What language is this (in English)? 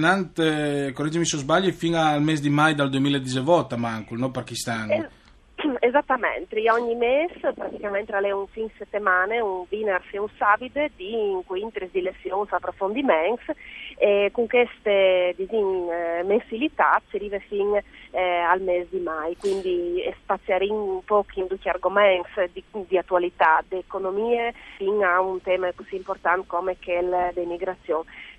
Friulian